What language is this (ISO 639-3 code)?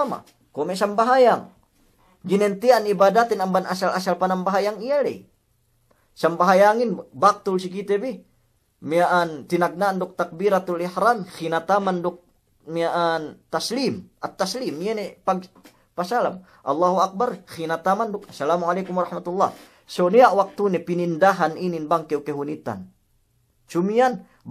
yka